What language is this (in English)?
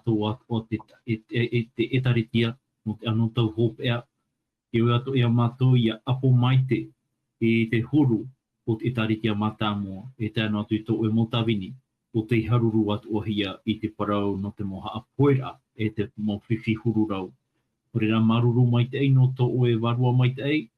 Tahitian